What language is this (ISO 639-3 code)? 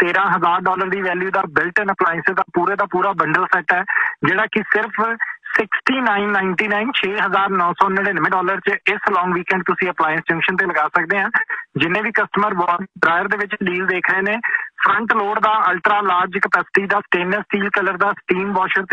pan